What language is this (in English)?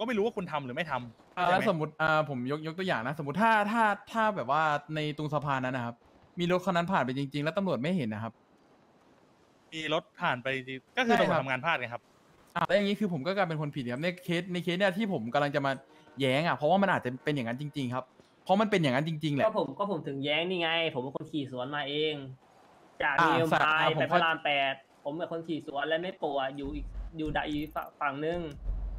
Thai